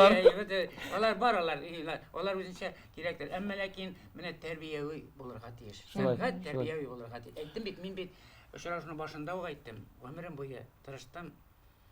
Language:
Tatar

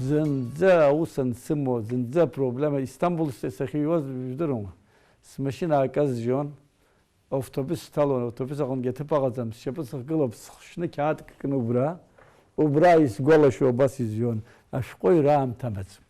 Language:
Abkhazian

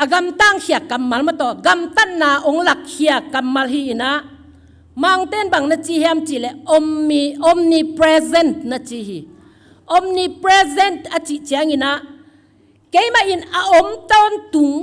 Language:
Tedim Chin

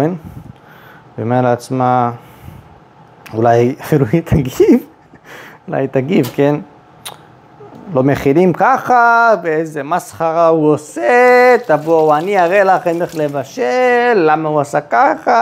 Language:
Hebrew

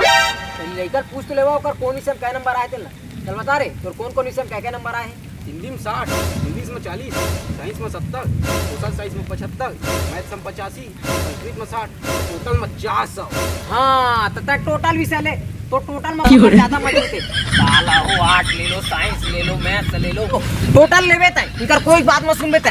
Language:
Chhattisgarhi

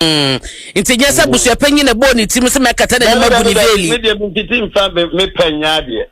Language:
Akan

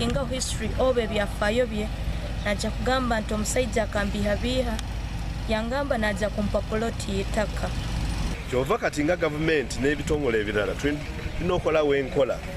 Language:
Nyankole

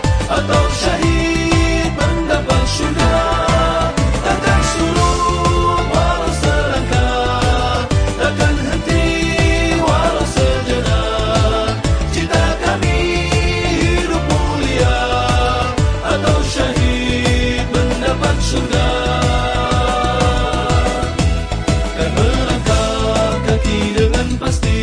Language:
Malay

